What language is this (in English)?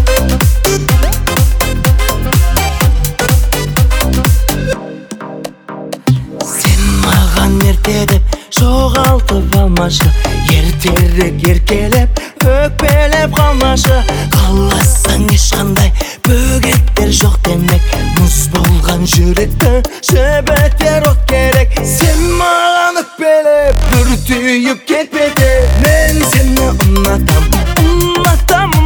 Kazakh